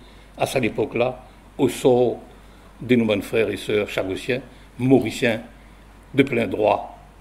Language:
Morisyen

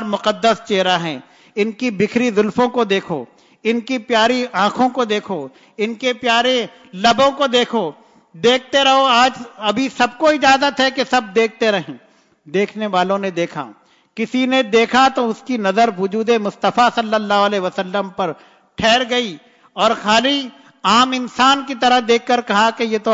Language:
Urdu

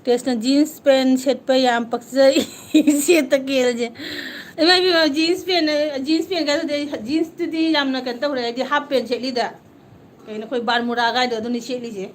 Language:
Manipuri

